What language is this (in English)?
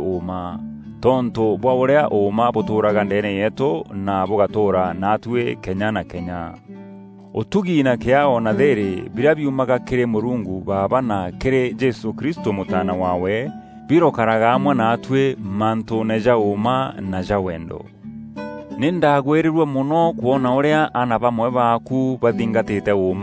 Meru